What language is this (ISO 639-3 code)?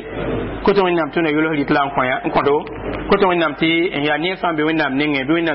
mos